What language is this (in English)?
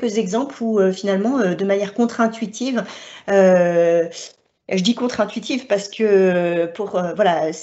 French